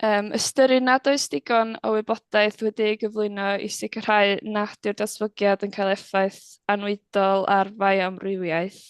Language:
Welsh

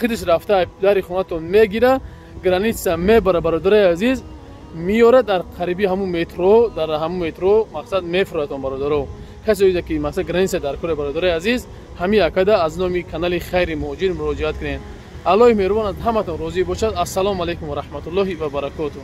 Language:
Tajik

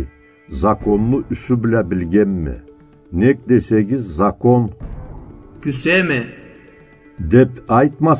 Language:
Karachay-Balkar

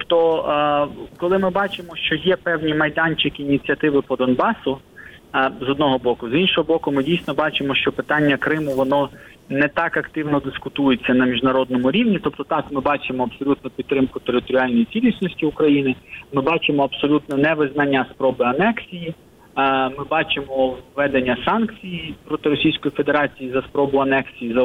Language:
Ukrainian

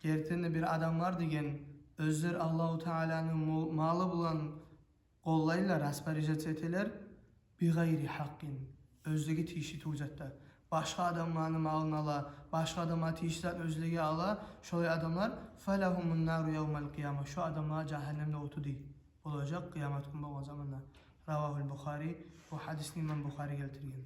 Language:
Kumyk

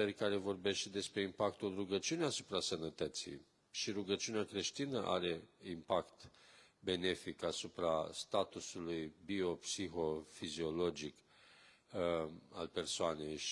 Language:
Romanian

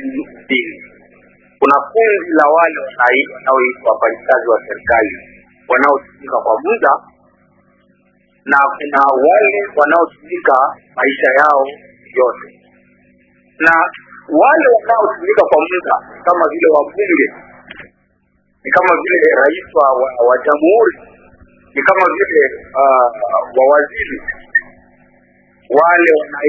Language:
Swahili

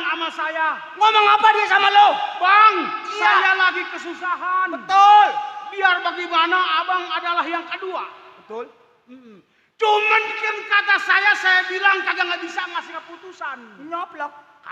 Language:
Betawi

